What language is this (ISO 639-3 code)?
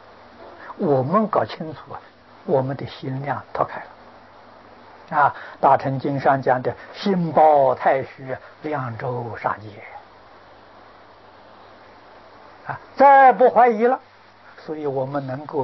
zho